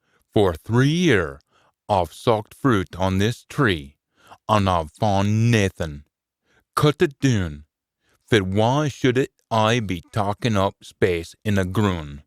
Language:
Scots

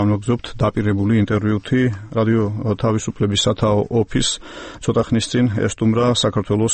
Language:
Georgian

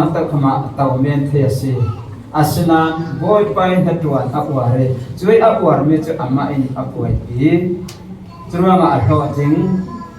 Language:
Falam Chin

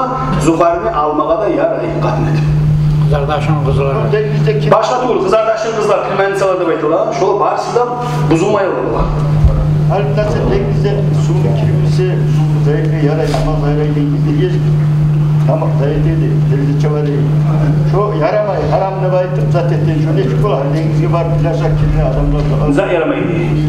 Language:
Kumyk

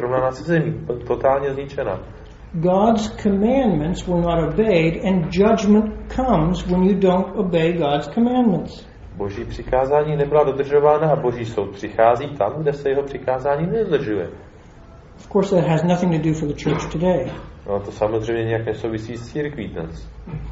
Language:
Czech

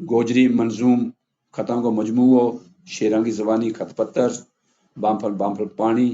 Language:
Gujari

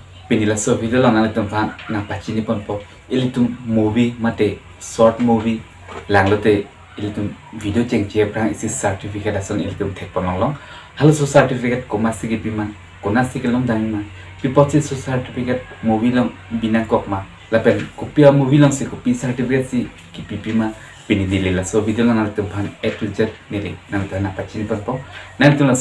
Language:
Karbi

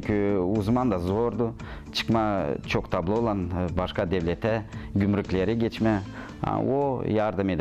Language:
Gagauz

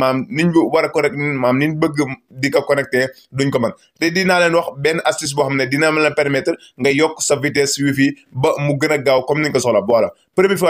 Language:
Wolof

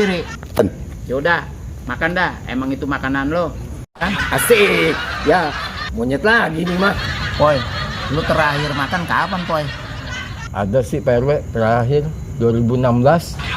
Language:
Betawi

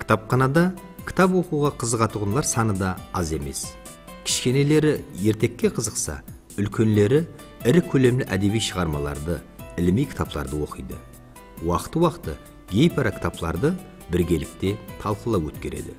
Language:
Kara-Kalpak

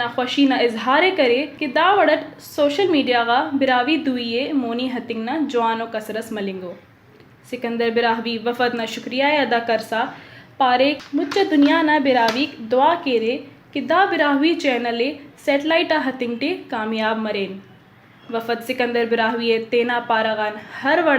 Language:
Brahui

